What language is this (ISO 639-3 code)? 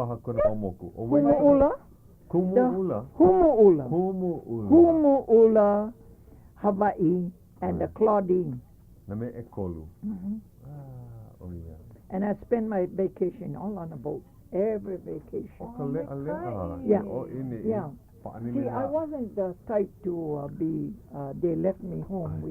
haw